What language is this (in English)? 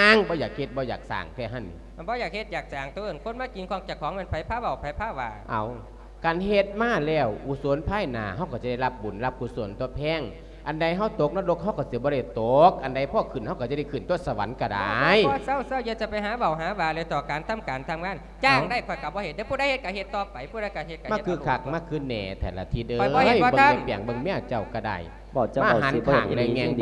Lao